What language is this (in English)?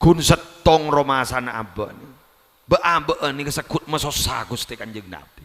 Madurese